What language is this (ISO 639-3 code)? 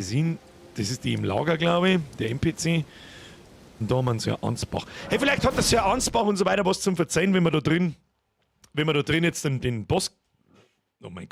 bar